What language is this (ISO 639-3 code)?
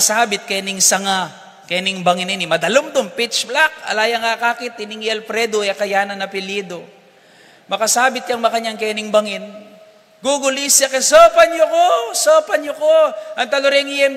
pam